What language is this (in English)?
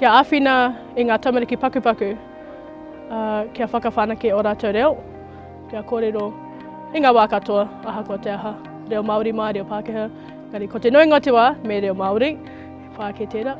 Māori